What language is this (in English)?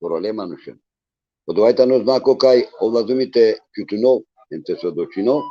Balkan Romani